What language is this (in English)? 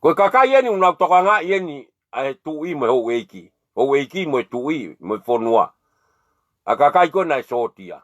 Tongan